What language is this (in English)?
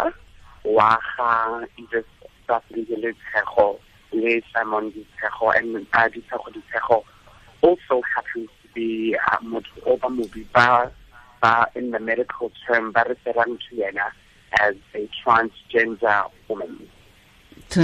Tswana